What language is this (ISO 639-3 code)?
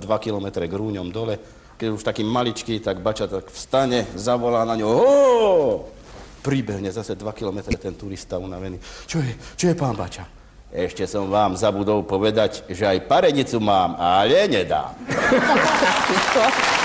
slk